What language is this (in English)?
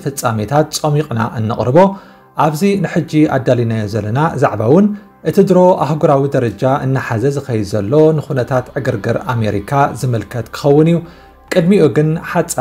Tigrinya